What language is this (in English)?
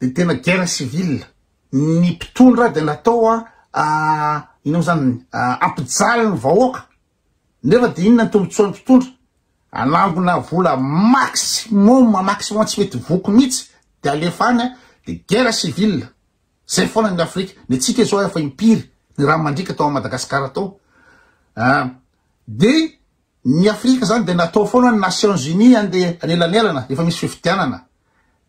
Malagasy